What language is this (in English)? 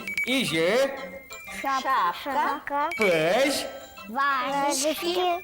Udmurt